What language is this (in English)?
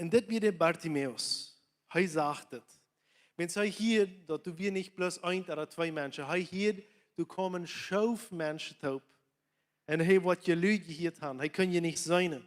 Plautdietsch